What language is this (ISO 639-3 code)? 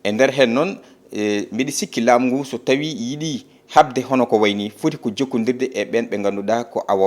ful